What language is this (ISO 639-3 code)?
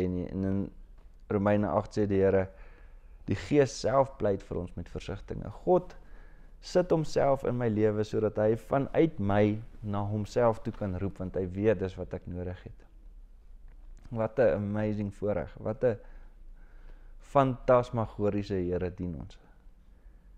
afr